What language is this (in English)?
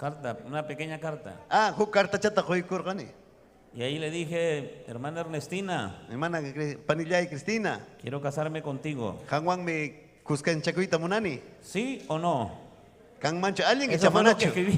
Ayacucho Quechua